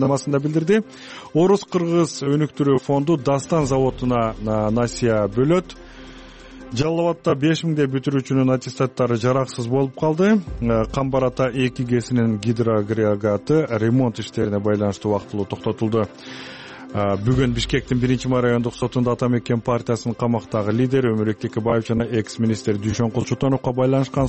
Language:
Kyrgyz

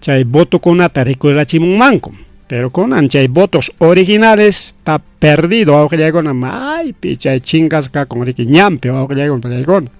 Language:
Ayacucho Quechua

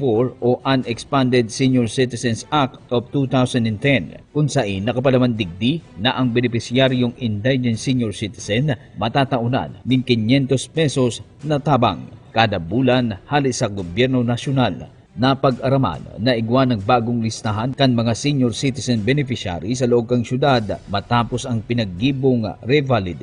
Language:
Bikol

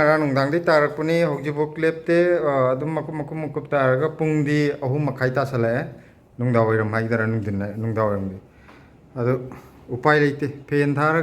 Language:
Manipuri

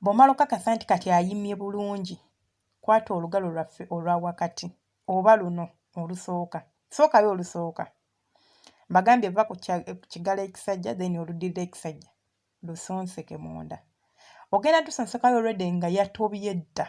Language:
Ganda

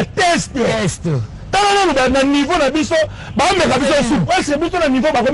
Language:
Lingala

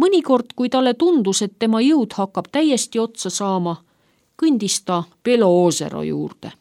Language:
Estonian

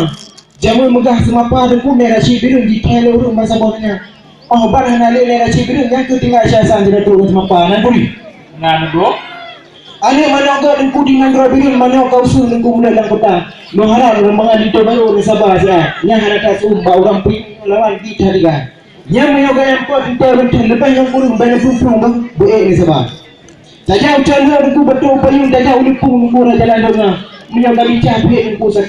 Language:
Achinese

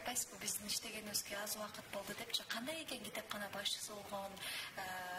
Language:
Kyrgyz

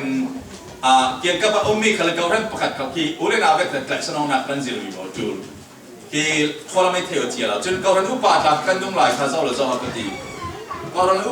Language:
Falam Chin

